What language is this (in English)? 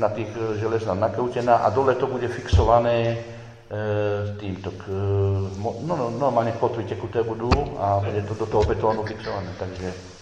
Slovak